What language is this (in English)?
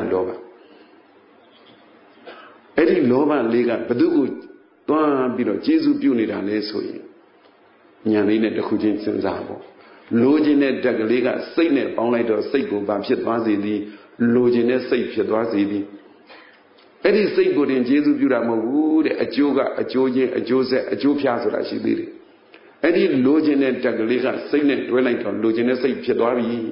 Burmese